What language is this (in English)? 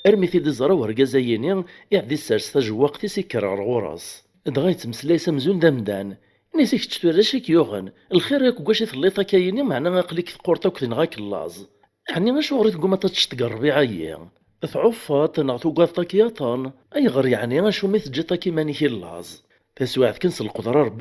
Kabyle